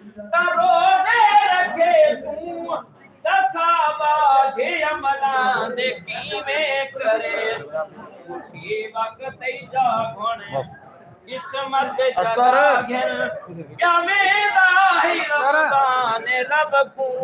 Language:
Saraiki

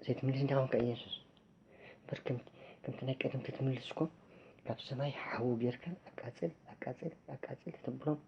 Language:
Tigrinya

